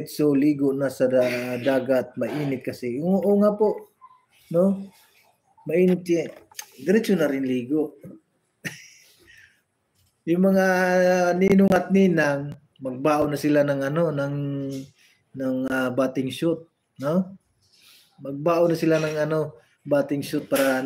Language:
Filipino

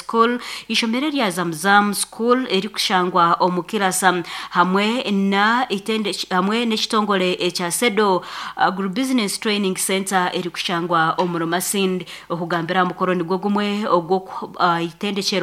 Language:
Nyankole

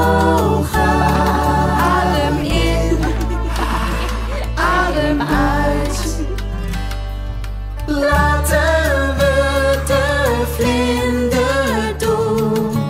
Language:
Dutch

